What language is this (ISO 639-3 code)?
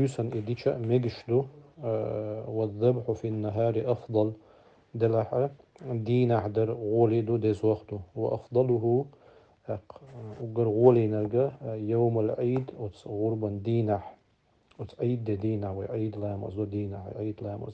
che